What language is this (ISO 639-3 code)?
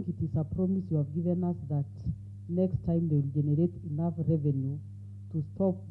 kam